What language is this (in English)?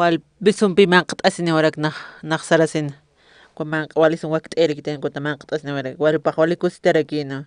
Aymara